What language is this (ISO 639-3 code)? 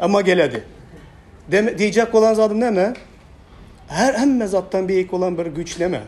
tuk